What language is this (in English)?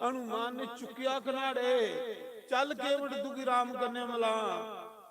Dogri